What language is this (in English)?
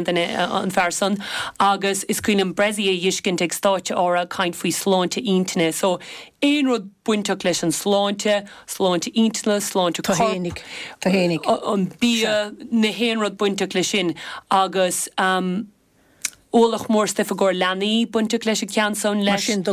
Irish